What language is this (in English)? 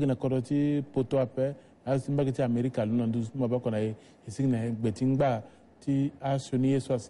Sango